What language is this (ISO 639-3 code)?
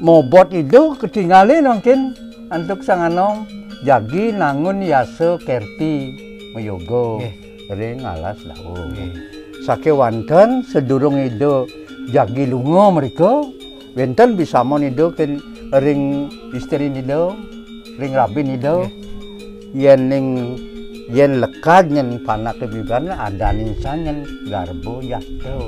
ban